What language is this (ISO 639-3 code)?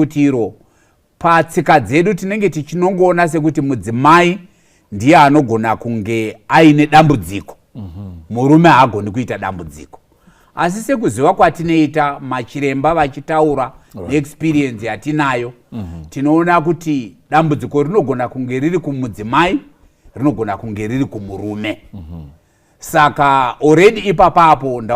sna